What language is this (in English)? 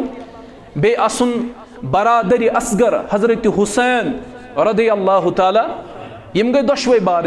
Kashmiri